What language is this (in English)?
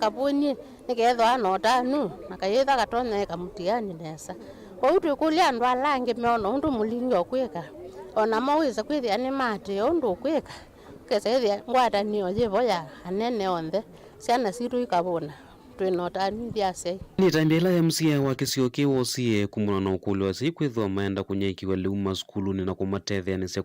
Kamba